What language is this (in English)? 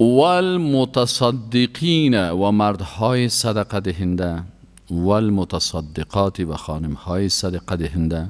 Persian